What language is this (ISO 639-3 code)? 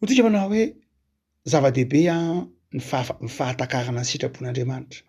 mlg